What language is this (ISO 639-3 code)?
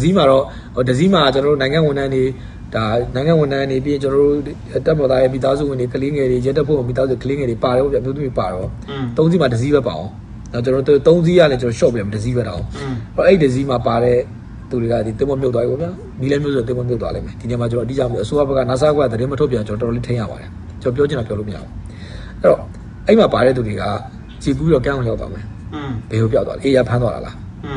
mya